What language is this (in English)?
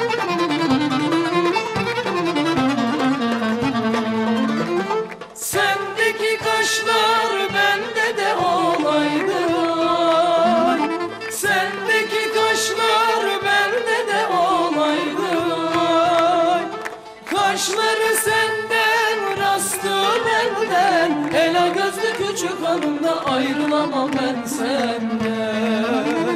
Turkish